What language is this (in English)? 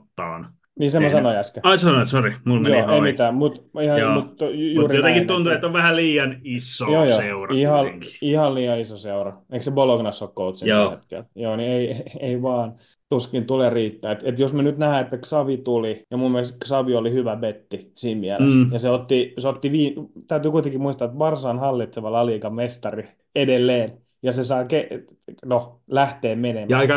Finnish